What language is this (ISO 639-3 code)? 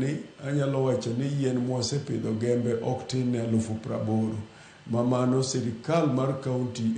luo